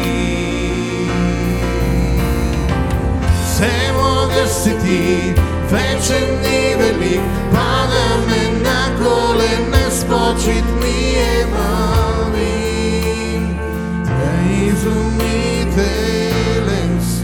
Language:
Bulgarian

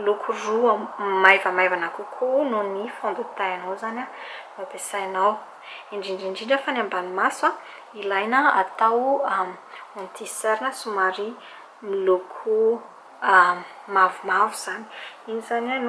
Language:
Malagasy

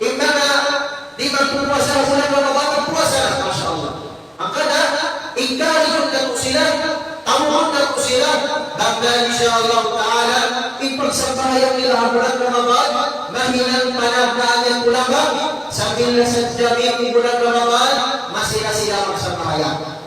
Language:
Tausug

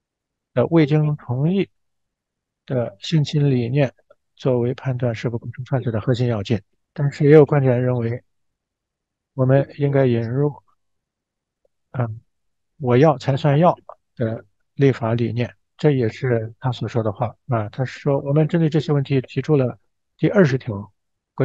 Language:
Chinese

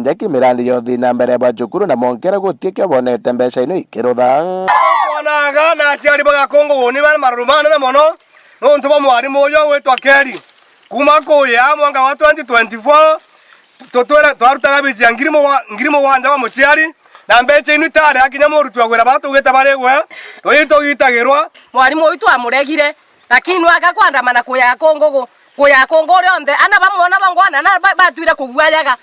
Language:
Meru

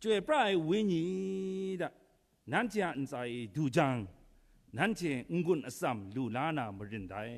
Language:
Kachin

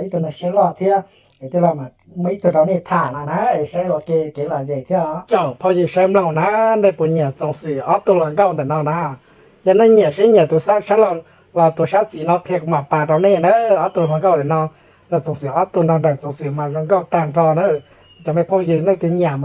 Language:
Hmong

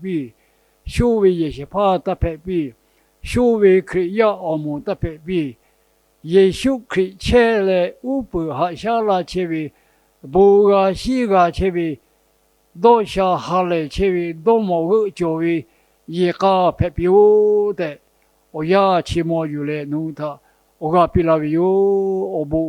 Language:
Lahu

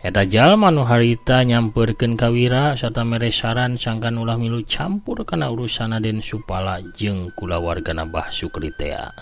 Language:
Sundanese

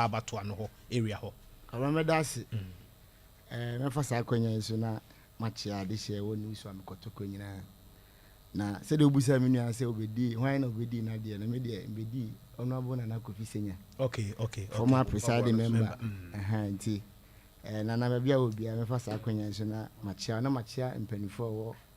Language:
Akan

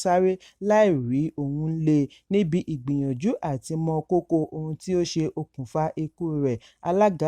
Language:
Yoruba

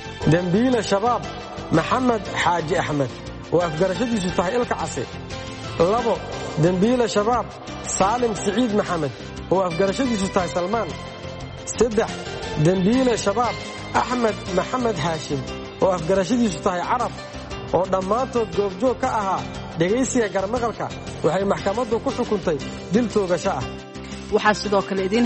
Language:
Somali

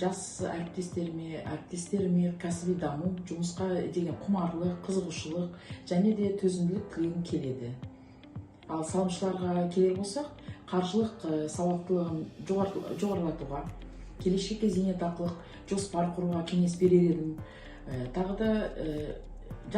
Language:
Kazakh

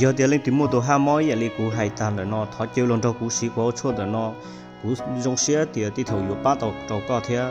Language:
Hmong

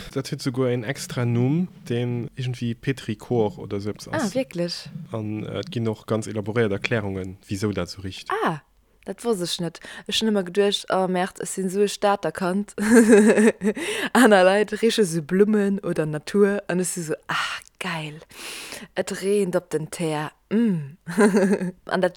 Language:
Luxembourgish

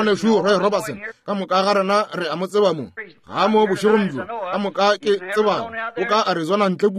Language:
Northern Sotho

